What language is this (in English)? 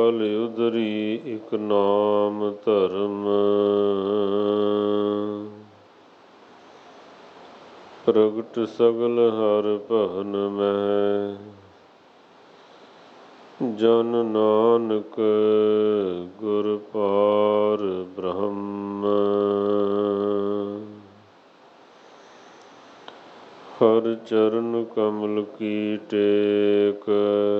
Punjabi